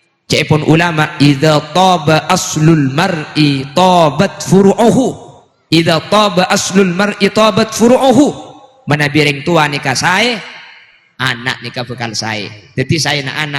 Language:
Madurese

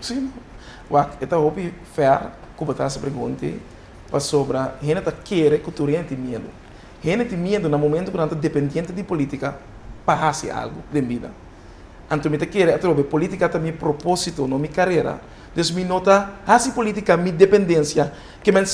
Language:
Papiamento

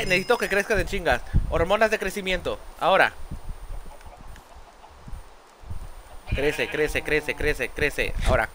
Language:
Spanish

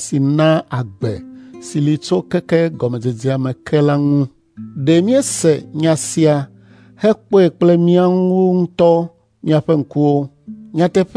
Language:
Ewe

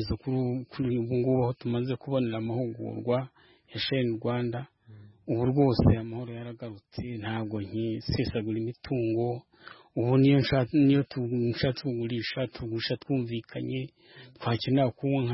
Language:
Kinyarwanda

